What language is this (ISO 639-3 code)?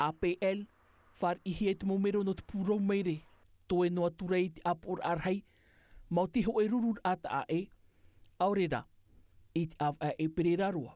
tah